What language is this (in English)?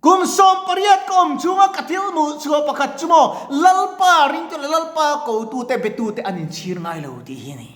Mizo